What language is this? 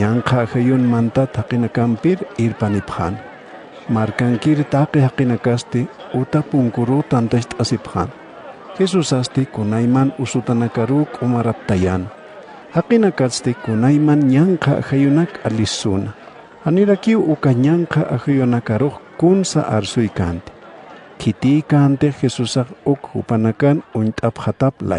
Aymara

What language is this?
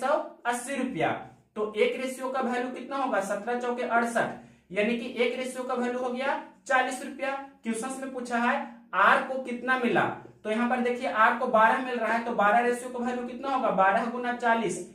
Hindi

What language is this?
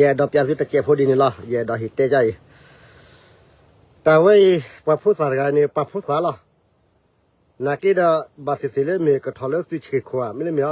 S'gaw Karen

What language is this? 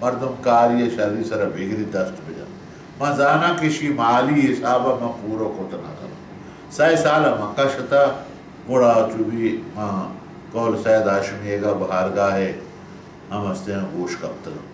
Baluchi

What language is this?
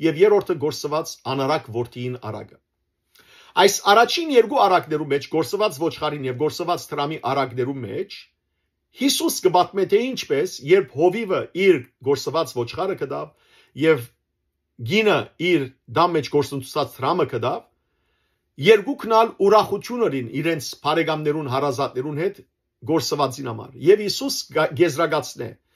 Western Armenian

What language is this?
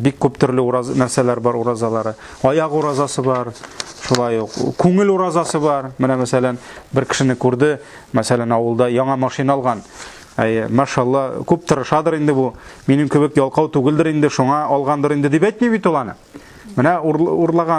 Tatar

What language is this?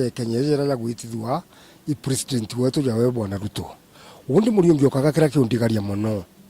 Meru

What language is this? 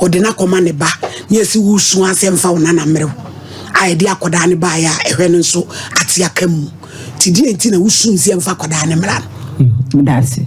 Akan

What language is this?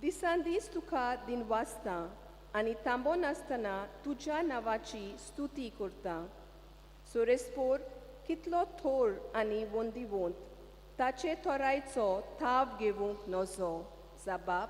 Konkani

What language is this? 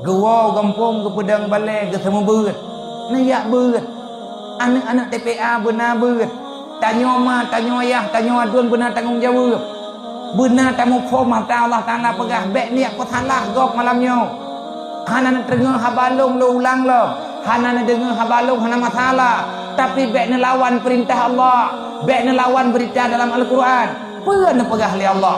Achinese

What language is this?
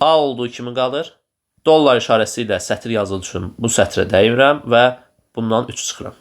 Azerbaijani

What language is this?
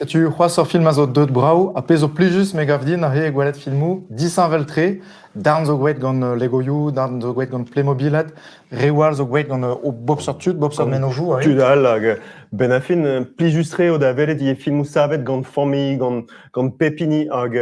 Breton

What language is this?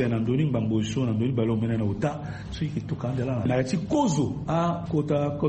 Sango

